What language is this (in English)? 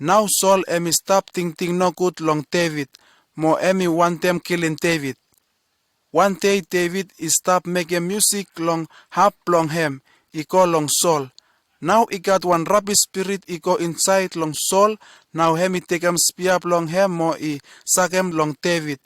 Bislama